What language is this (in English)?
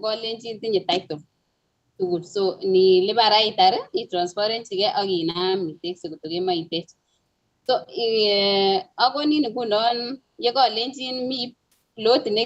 Kalenjin